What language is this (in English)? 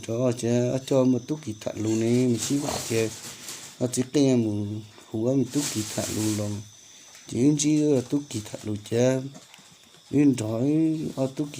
Hmong